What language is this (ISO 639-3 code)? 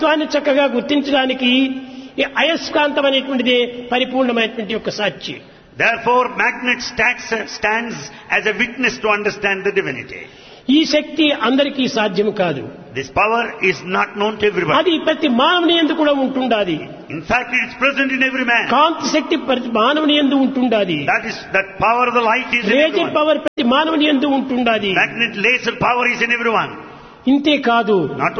tel